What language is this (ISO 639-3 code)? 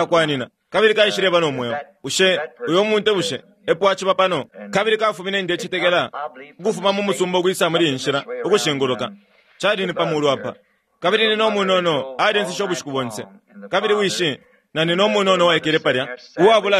bem